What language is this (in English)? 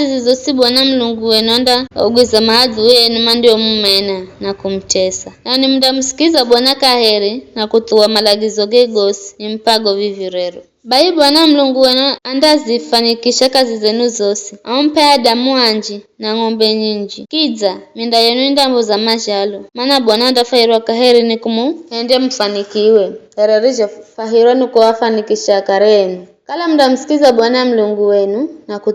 Giryama